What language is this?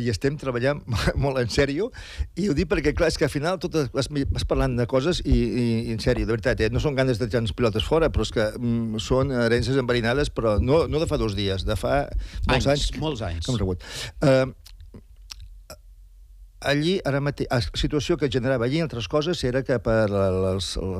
Catalan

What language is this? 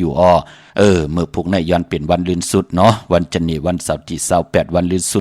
Shan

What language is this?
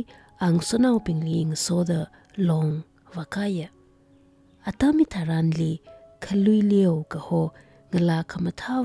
Tangkhul Naga (India)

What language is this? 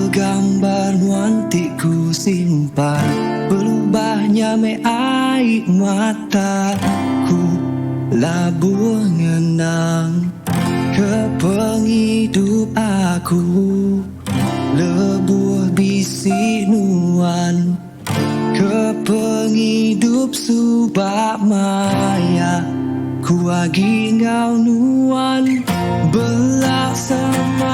Iban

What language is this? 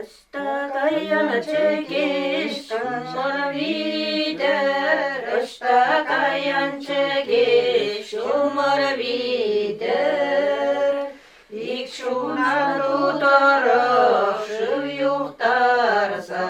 Chuvash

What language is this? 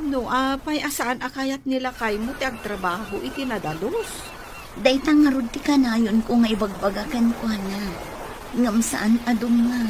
Iloko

